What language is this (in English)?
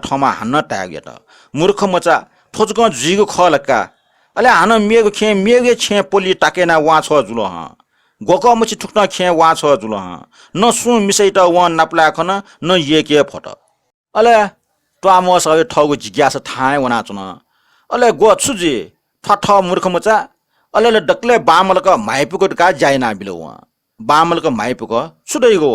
Newari